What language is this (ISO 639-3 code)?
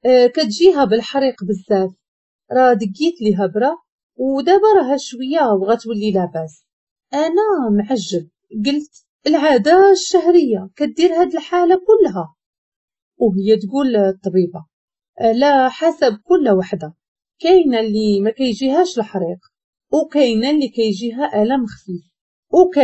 ary